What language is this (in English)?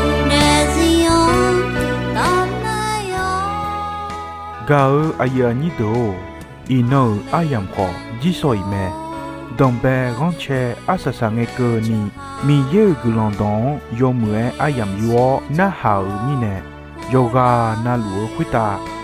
Akha